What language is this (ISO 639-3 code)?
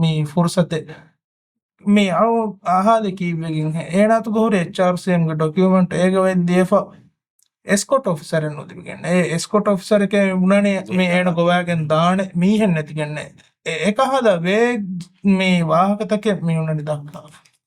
div